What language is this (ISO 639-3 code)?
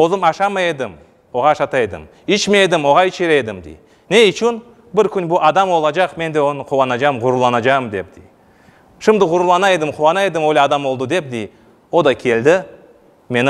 crh